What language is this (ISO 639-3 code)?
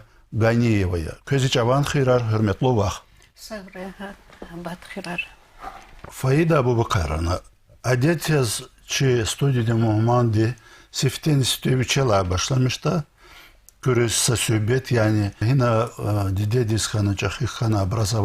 lez